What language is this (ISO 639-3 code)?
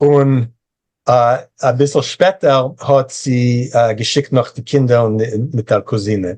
yid